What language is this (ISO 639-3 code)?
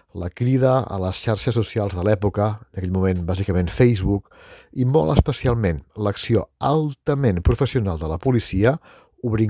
cat